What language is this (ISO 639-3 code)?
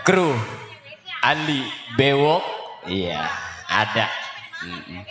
bew